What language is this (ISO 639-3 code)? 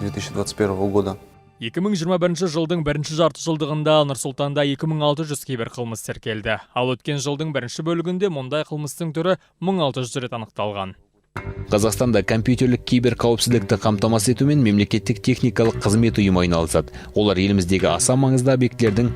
kaz